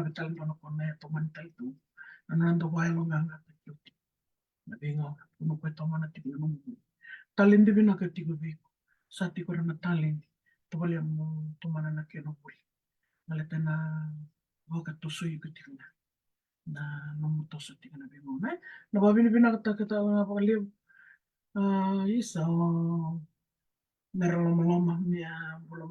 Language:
Fijian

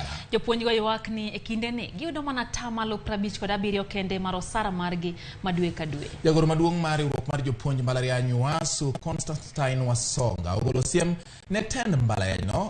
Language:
Luo (Kenya and Tanzania)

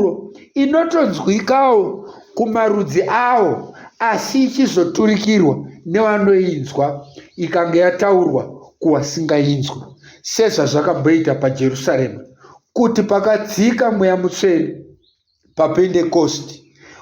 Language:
Shona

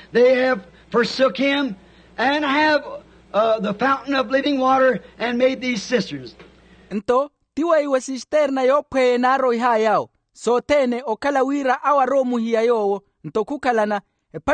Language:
Makhuwa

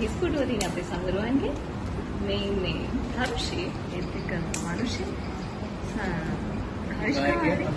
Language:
Sinhala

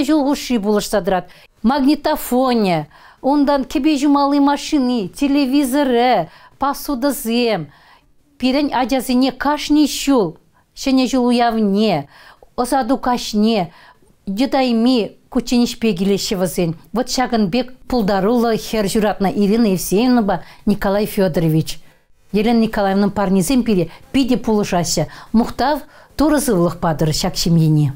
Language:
Chuvash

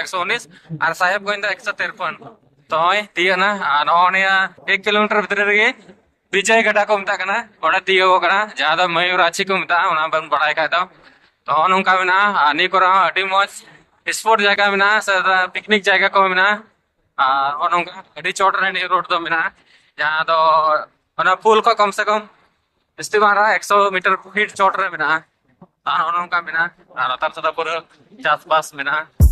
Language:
Santali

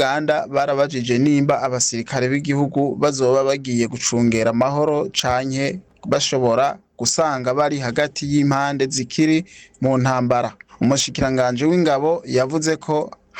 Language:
Rundi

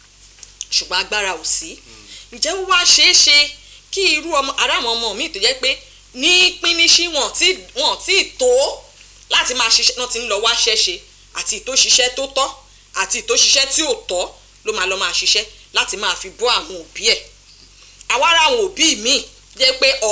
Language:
Yoruba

